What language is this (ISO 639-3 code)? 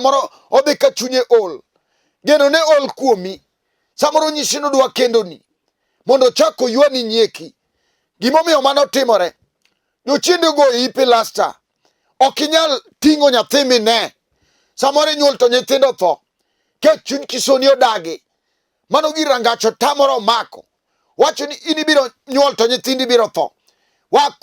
luo